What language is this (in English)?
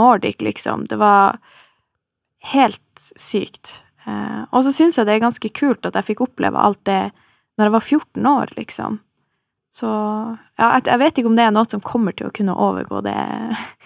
Norwegian